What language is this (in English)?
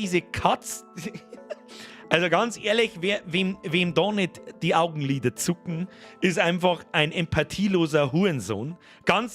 Bavarian